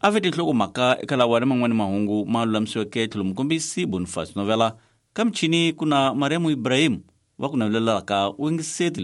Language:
Tsonga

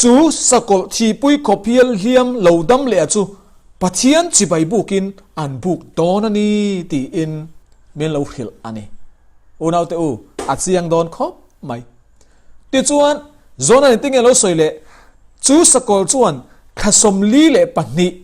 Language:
Mizo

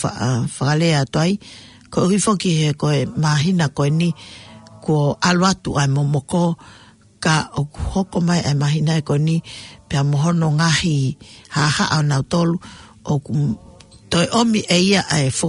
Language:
Tongan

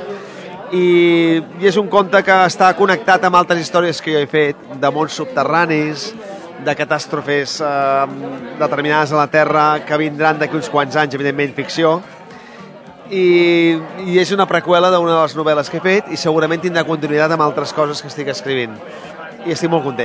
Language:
Catalan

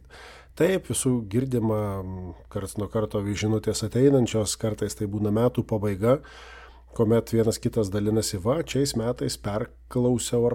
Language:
Lithuanian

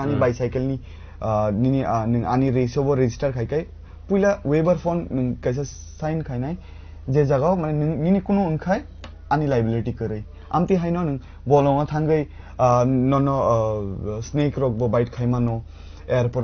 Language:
Kok Borok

